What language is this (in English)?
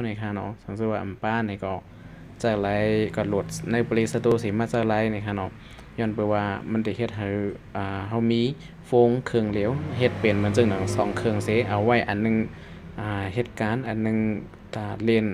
Shan